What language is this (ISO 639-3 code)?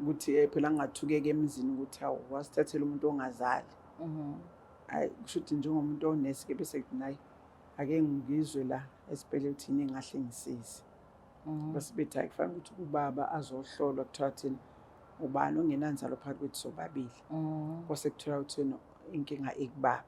zul